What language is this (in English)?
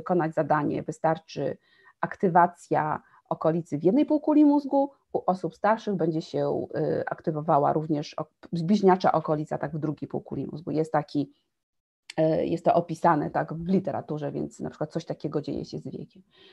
Polish